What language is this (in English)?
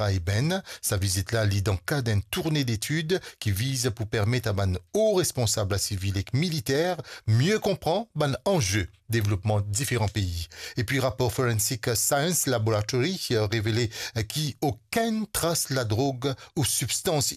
Morisyen